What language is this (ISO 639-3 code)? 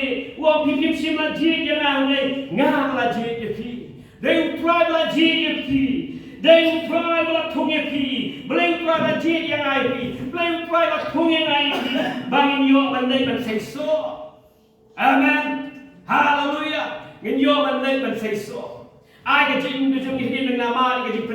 kha